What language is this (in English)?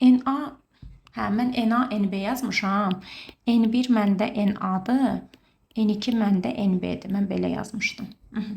Azerbaijani